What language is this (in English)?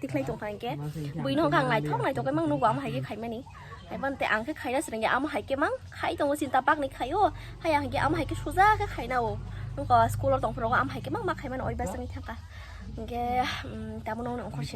Kok Borok